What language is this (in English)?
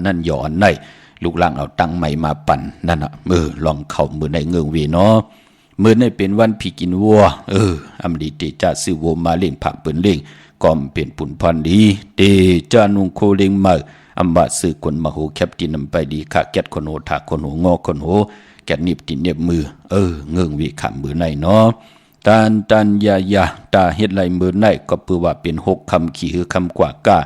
Shan